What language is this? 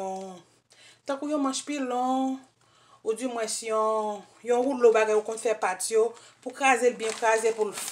Haitian Creole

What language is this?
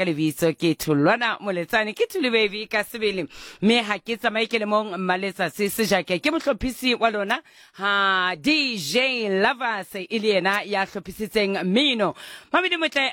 Southern Sotho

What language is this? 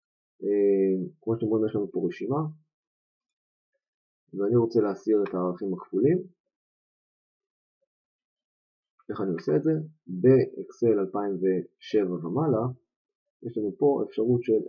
Hebrew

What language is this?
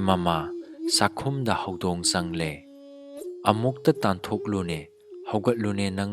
Manipuri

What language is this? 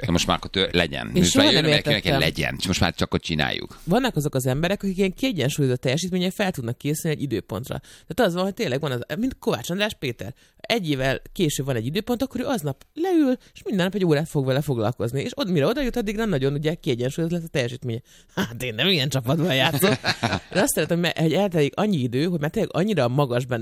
Hungarian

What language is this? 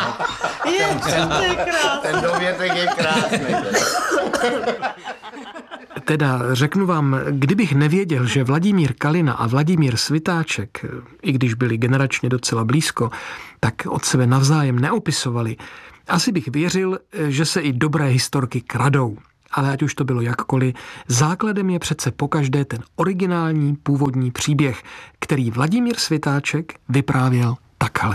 Czech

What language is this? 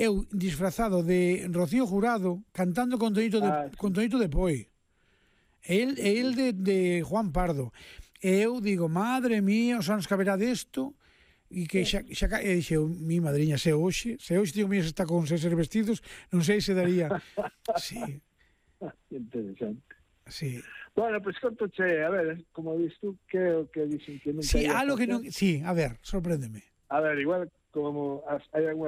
Galician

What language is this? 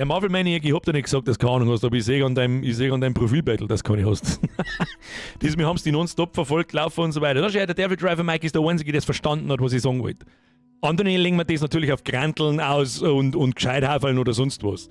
Bavarian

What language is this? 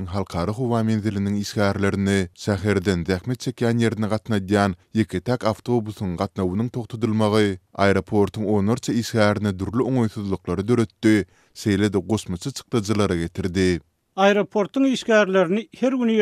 Turkmen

